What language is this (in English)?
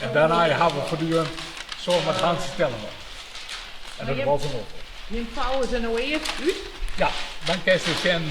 Western Frisian